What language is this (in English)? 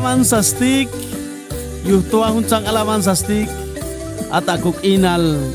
Chuj